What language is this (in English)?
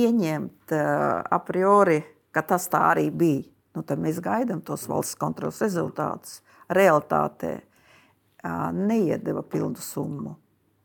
Latvian